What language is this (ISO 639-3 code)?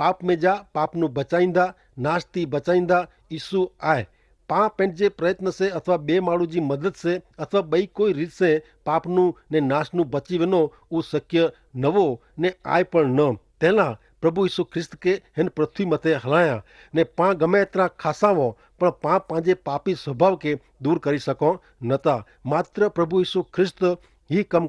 kfr